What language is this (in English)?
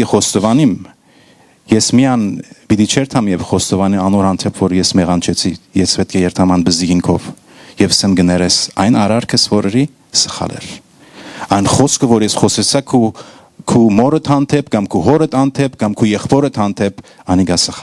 Western Armenian